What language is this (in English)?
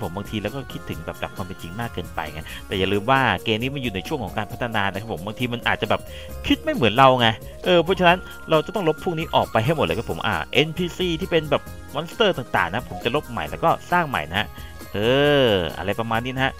Thai